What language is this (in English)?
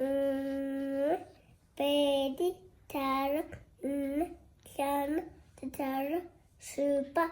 Tswana